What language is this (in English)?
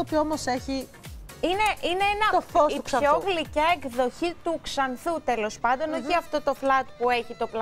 Greek